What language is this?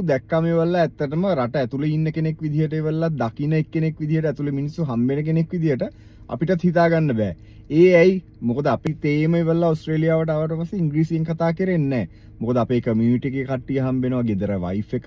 Sinhala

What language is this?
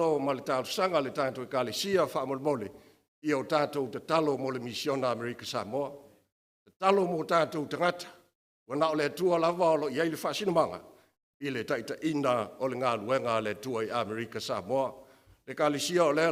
Samoan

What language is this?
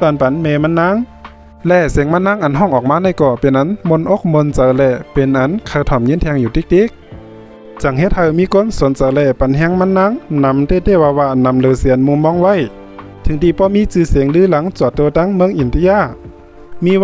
Shan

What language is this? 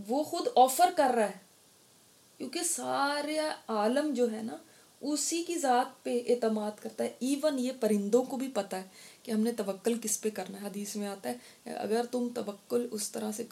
Urdu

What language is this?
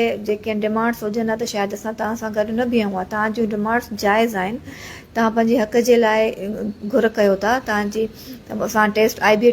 Sindhi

